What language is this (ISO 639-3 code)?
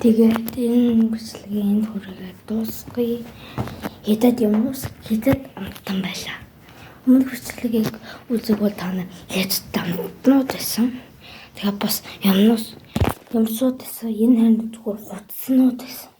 mon